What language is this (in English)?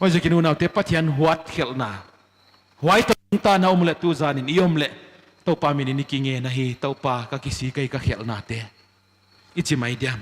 Paite Chin